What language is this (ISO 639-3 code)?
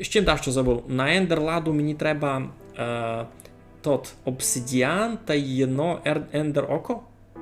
rue